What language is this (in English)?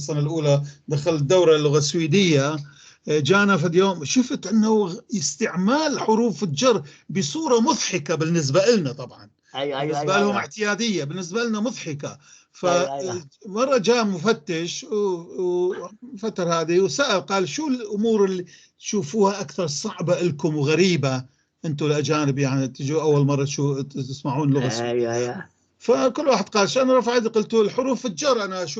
North Levantine Arabic